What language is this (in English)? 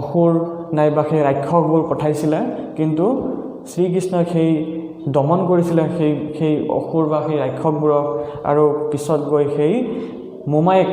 Assamese